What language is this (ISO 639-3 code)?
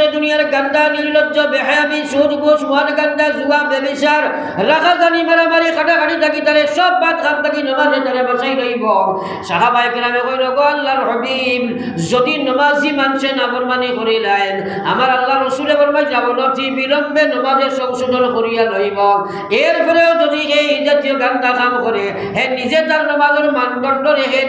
syl